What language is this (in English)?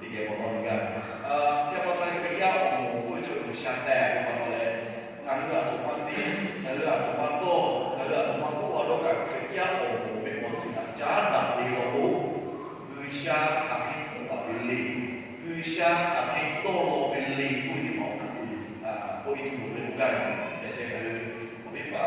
Lahu